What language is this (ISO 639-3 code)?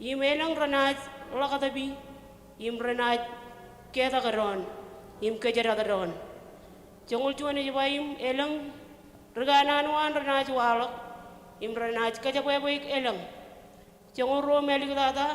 mah